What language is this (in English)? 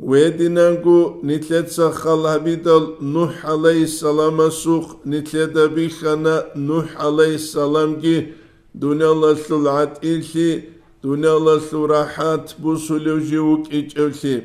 Avaric